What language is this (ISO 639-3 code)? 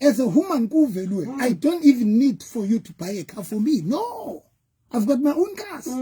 sot